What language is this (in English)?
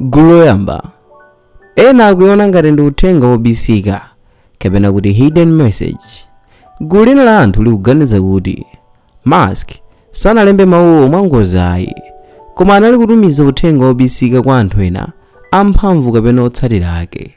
Nyanja